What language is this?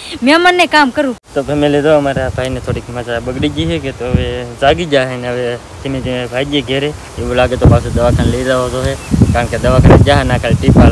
Gujarati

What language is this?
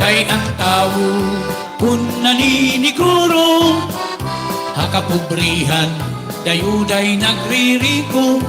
Waray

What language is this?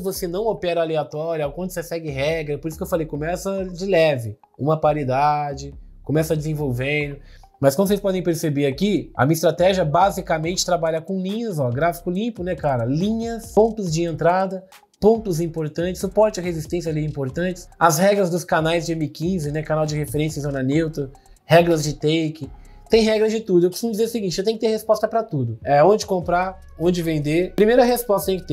Portuguese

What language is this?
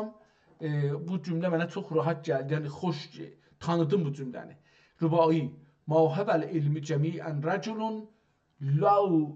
South Azerbaijani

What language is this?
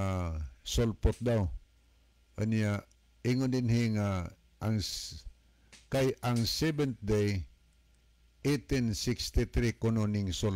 Cebuano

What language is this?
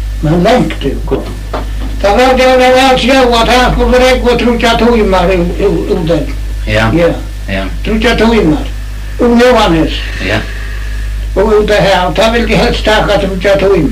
Faroese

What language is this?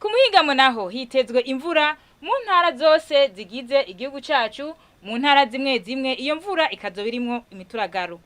Rundi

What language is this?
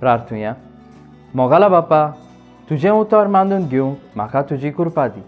Konkani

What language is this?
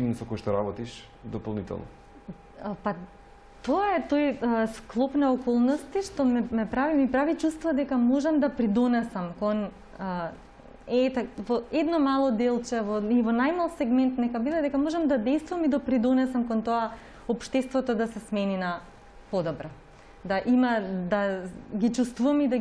Macedonian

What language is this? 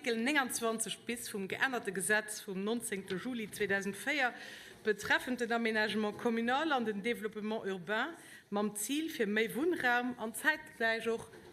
Luxembourgish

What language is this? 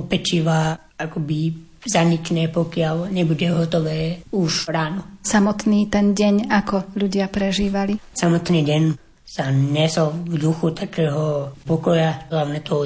Slovak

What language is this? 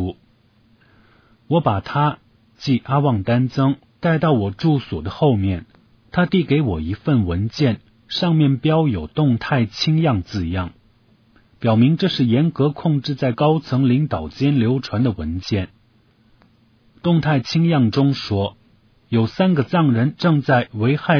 Chinese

